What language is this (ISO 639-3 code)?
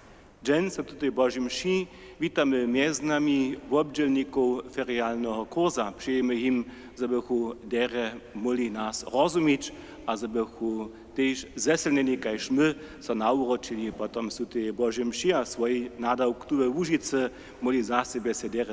hsb